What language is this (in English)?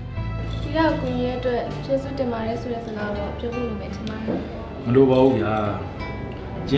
Burmese